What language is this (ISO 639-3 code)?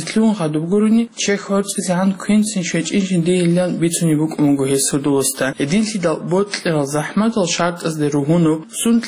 ava